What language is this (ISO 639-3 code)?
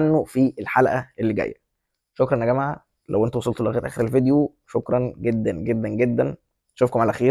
arz